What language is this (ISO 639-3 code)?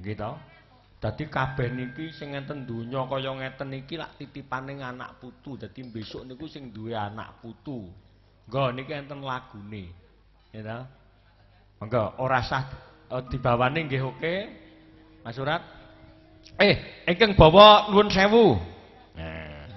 jav